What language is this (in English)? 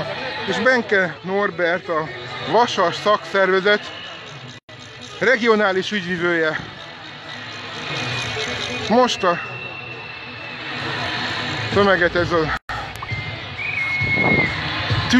Hungarian